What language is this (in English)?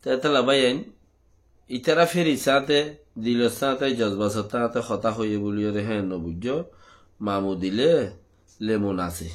Rohingya